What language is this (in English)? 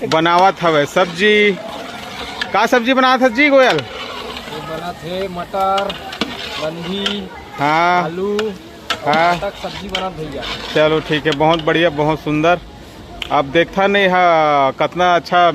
Chhattisgarhi